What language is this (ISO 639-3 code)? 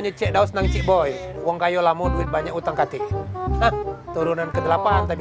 mui